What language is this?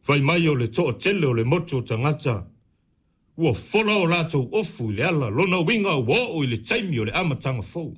Samoan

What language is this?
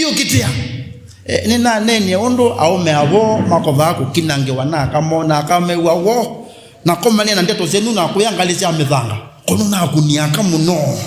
Kamba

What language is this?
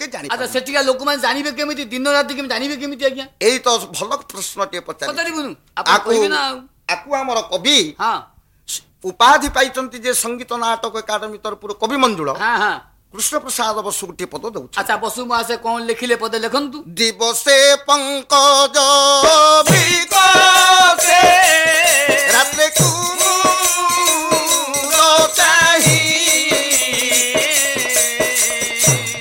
Odia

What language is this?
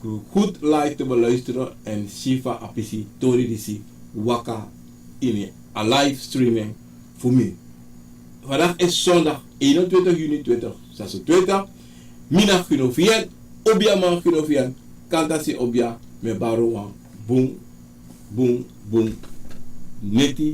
Sranan Tongo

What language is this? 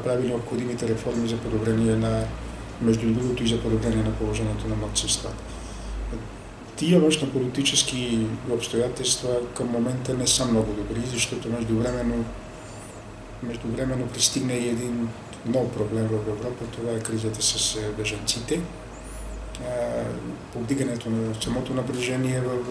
Bulgarian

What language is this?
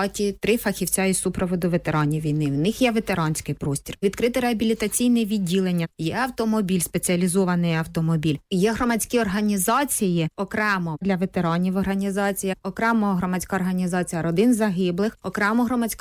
Ukrainian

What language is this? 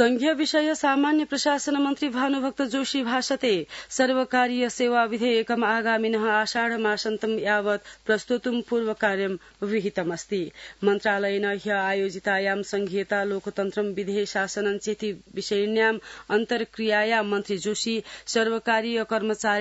Sanskrit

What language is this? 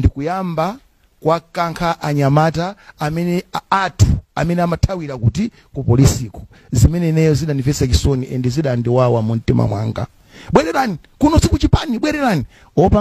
Nyanja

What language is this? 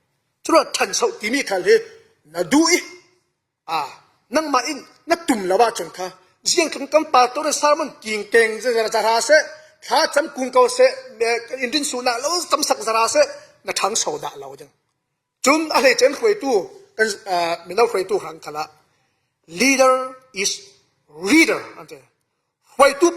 Falam Chin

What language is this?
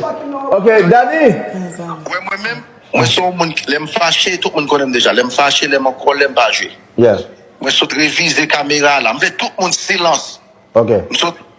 Haitian Creole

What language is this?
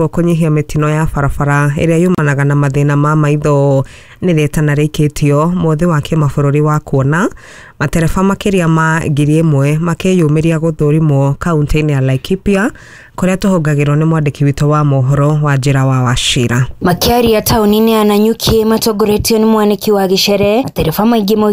Kikuyu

